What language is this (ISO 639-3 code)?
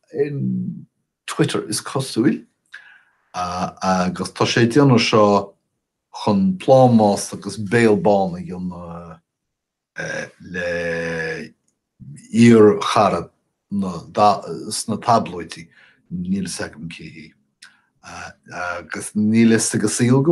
gle